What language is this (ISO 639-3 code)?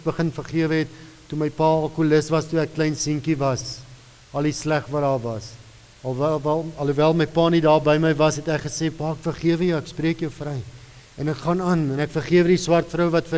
afr